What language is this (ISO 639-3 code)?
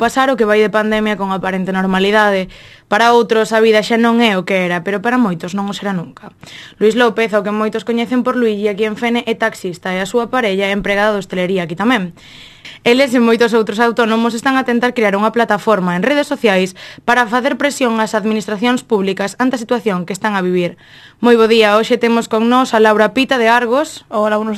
glg